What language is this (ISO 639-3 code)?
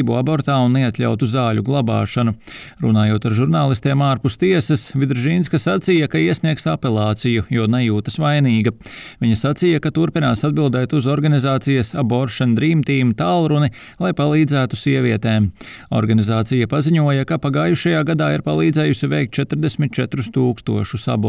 lav